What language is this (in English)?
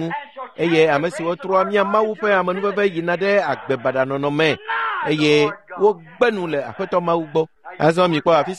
Ewe